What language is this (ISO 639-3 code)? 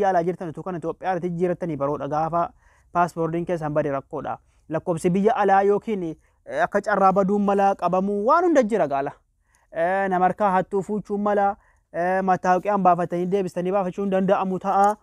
orm